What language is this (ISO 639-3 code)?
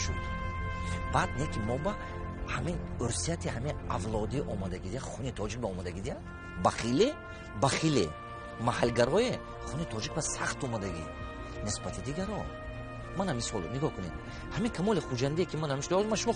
tgk